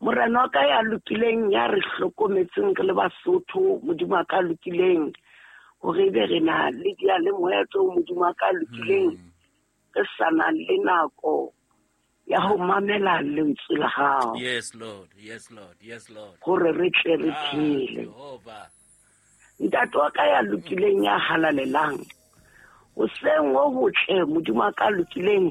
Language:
Southern Sotho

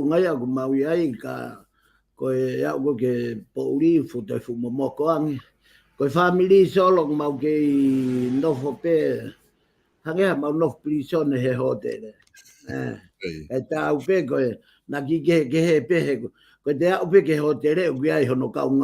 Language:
Tongan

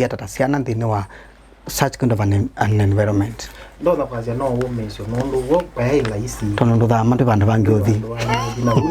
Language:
Kamba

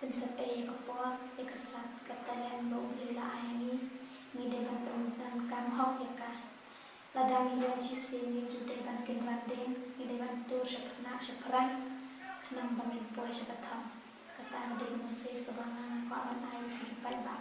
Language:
Khasi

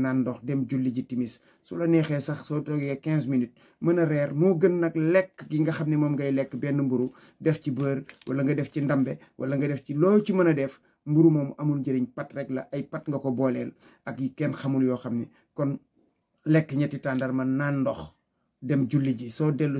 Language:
Wolof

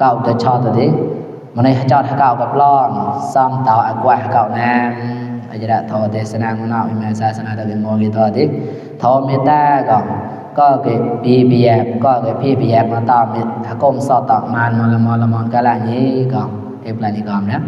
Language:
Mon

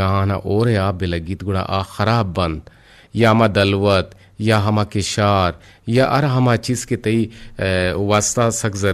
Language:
Eastern Balochi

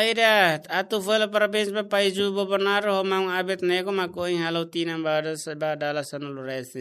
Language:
Tetum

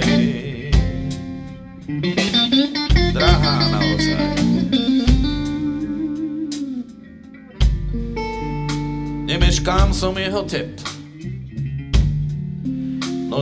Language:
Slovak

